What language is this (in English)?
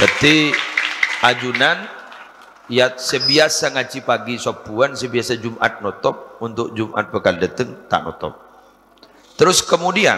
Madurese